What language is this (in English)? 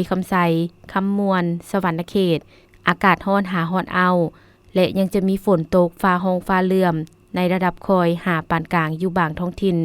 Lao